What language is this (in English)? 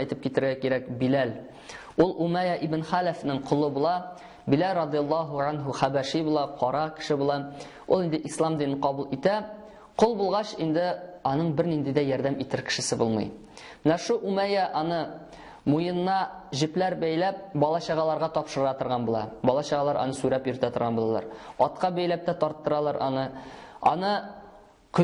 Tatar